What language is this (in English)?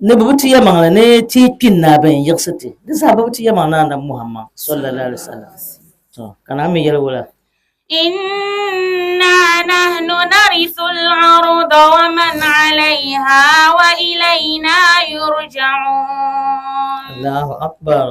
Dagbani